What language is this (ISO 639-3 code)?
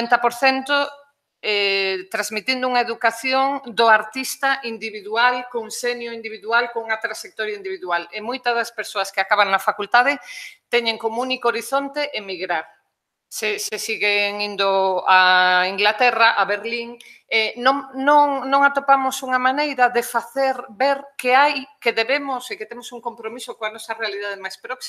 glg